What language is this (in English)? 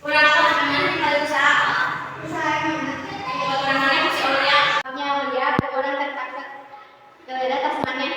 Sundanese